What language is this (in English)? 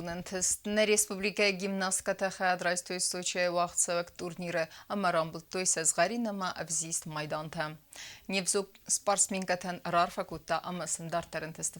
Ossetic